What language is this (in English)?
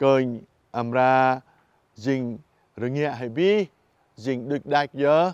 Jarai